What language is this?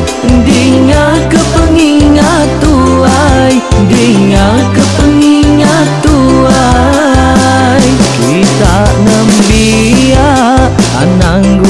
Iban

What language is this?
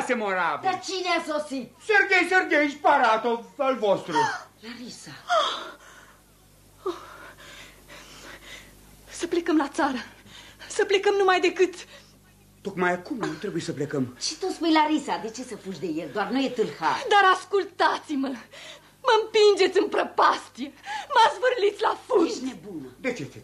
Romanian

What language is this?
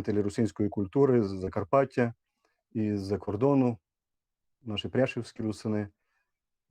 Rusyn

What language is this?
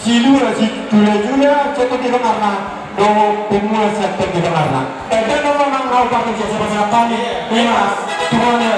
Batak Toba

